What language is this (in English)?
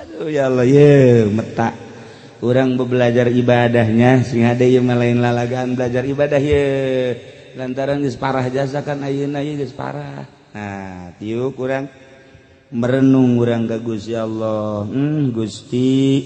Sundanese